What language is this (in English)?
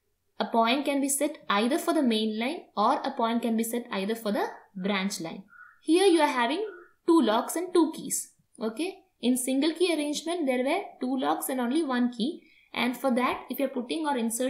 English